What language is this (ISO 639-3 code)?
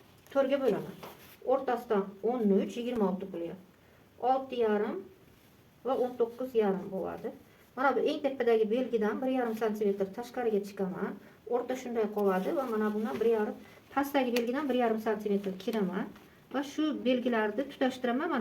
uzb